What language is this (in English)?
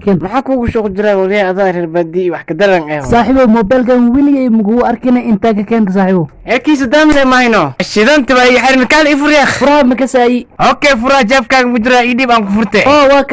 Somali